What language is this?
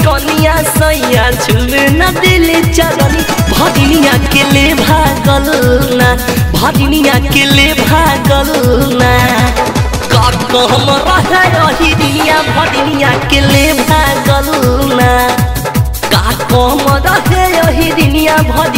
Bhojpuri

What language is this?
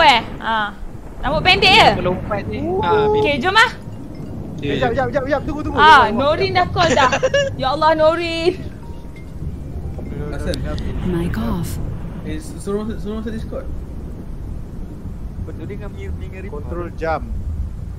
Malay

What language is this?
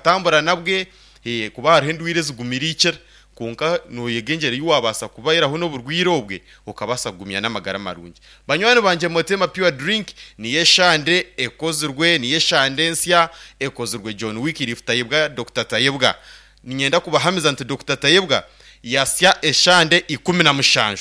Nyankole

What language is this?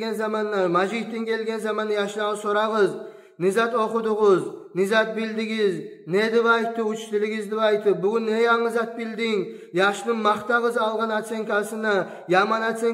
Kumyk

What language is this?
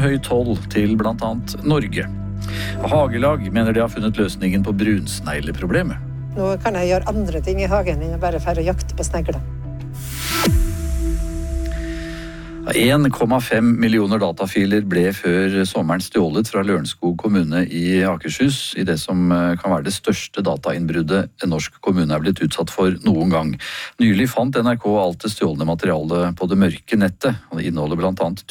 Norwegian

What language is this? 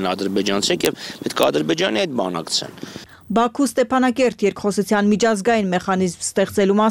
Armenian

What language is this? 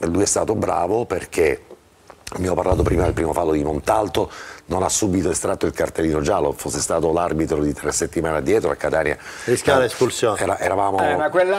Italian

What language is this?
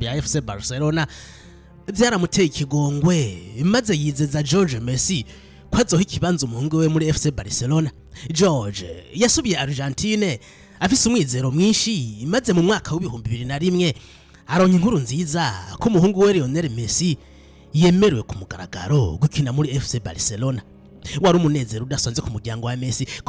Rundi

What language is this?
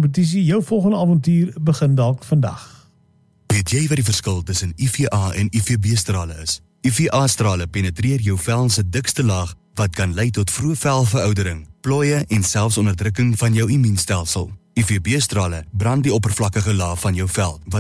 Afrikaans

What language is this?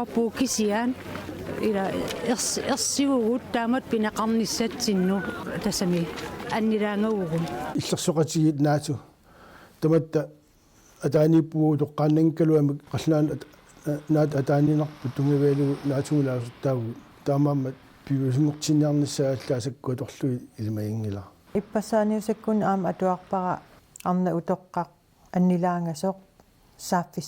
Kalaallisut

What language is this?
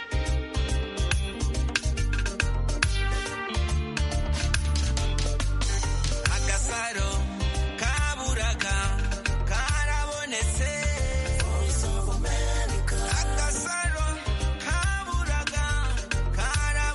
Kinyarwanda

